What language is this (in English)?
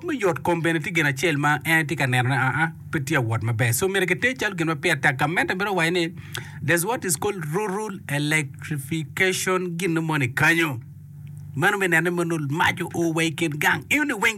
Acoli